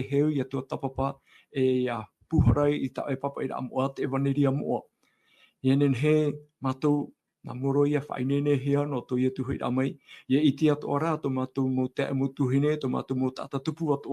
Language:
Tahitian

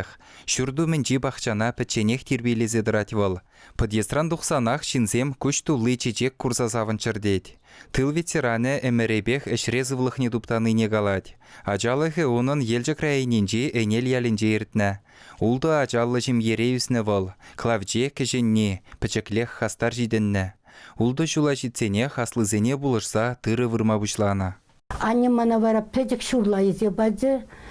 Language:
Chuvash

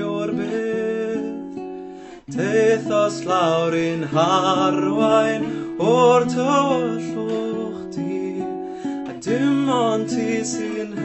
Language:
Welsh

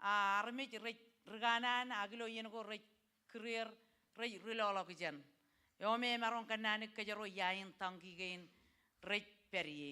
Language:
Marshallese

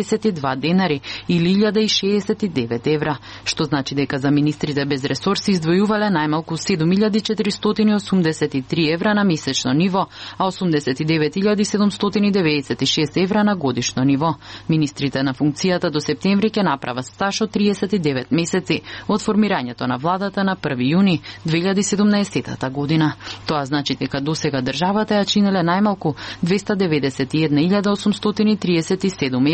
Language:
Macedonian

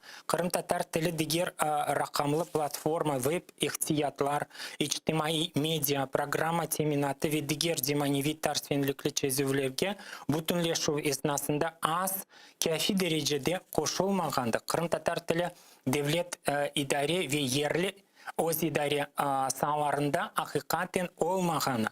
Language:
Crimean Tatar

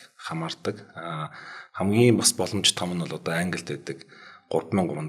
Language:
Mongolian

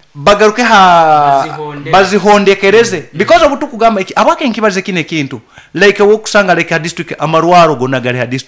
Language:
Nyoro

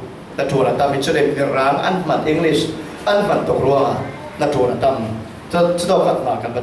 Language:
Falam Chin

